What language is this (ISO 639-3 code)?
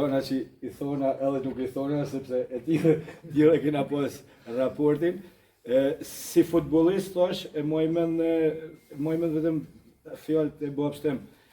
sqi